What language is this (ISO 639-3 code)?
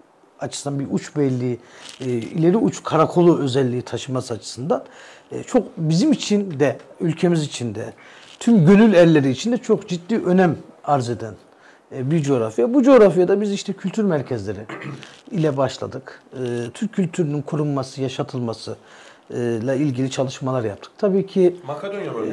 tur